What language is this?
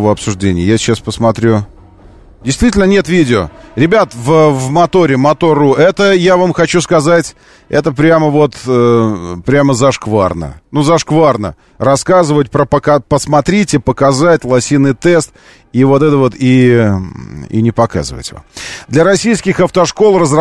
Russian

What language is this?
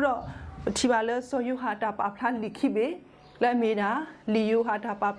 S'gaw Karen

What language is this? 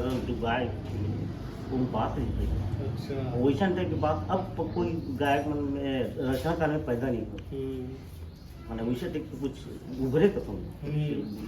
Chhattisgarhi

